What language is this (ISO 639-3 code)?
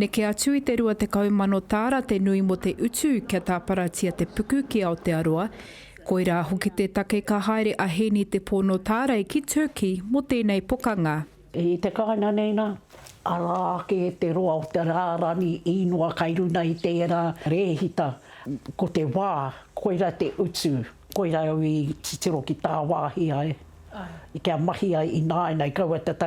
mri